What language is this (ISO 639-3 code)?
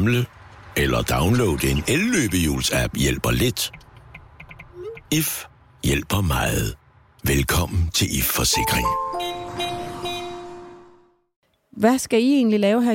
dan